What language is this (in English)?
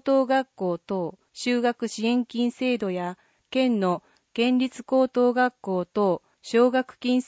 Japanese